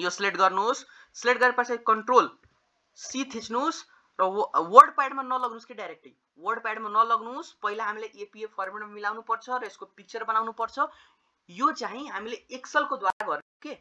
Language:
Nepali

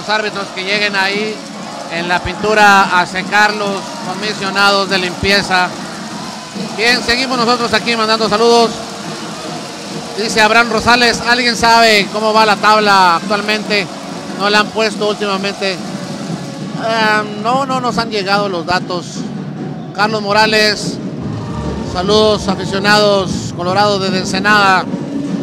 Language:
Spanish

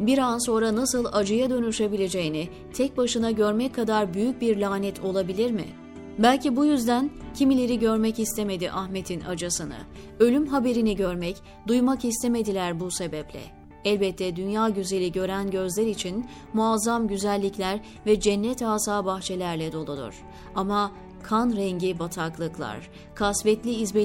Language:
Turkish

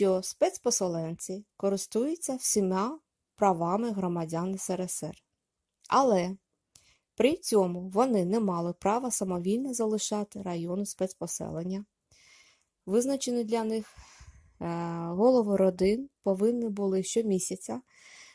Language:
Ukrainian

